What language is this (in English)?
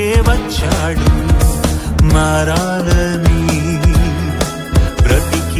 Telugu